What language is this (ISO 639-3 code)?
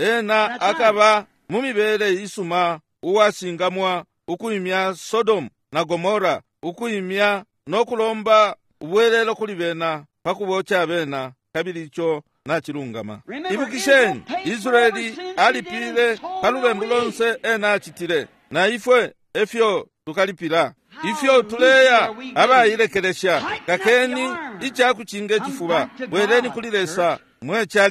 bem